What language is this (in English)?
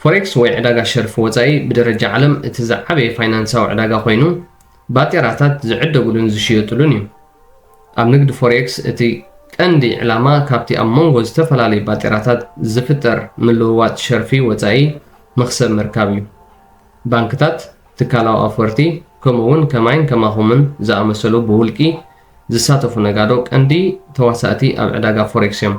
Tigrinya